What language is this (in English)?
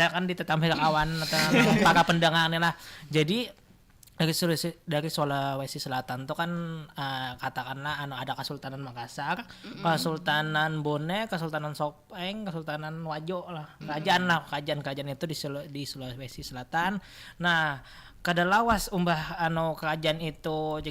Banjar